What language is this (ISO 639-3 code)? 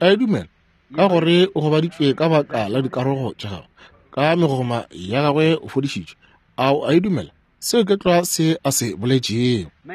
nso